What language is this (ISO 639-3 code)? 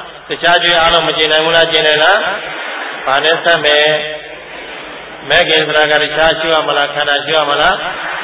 mya